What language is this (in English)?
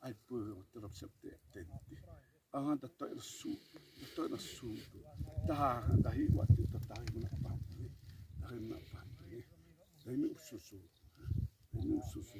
Xavánte